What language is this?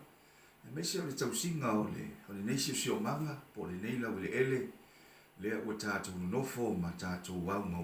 Samoan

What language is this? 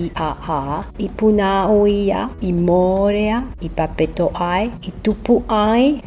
Tahitian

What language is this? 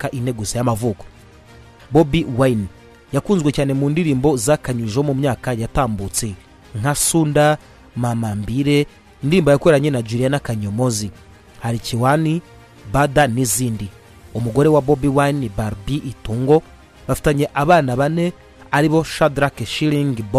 Kinyarwanda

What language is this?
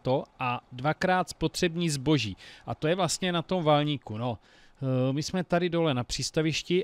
Czech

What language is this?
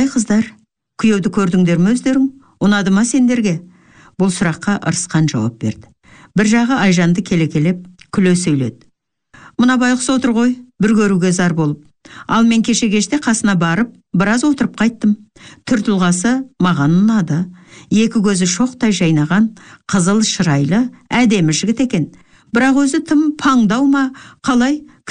Kazakh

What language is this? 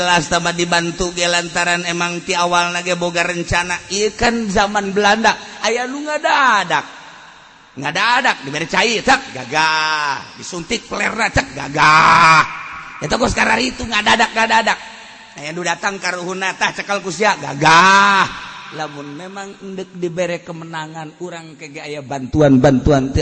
Sundanese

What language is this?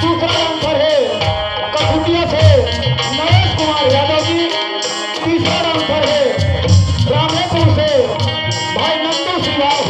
Chhattisgarhi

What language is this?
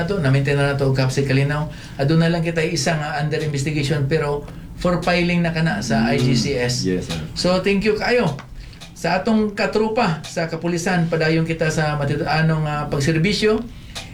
Cebuano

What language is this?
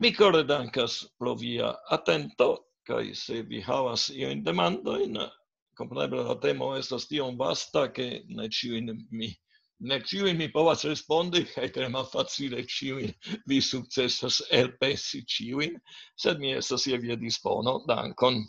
Esperanto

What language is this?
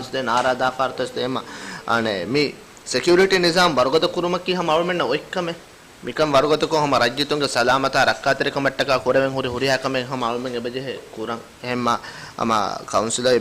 Divehi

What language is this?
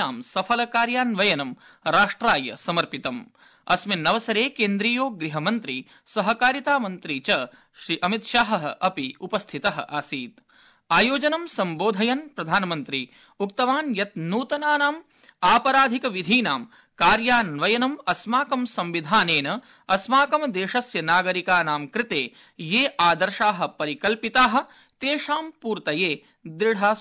Sanskrit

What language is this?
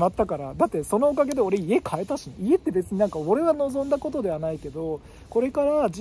Japanese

